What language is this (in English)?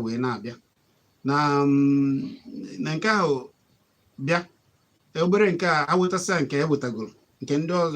Igbo